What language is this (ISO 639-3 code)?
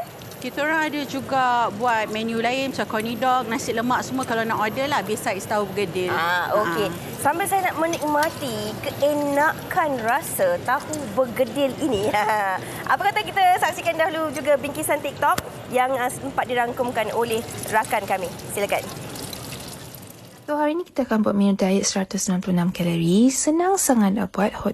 msa